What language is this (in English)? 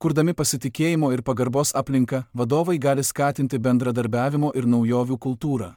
Lithuanian